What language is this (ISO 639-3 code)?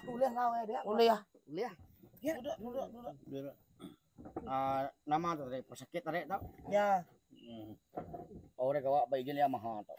iba